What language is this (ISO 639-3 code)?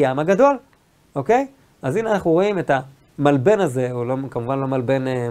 heb